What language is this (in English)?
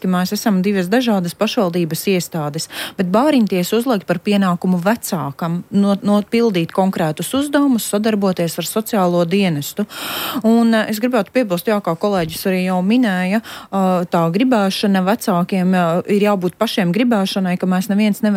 Latvian